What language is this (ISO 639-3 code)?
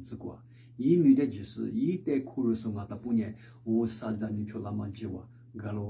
lis